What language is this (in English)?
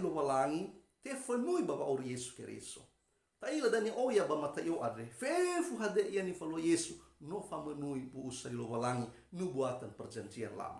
Nias